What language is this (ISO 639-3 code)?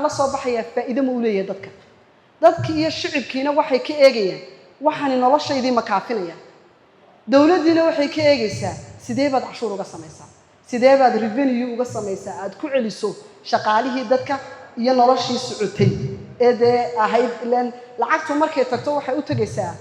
som